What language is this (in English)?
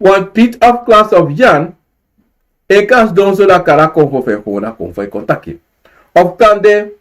Sranan Tongo